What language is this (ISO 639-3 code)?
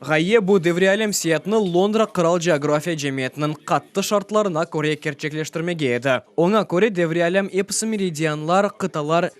crh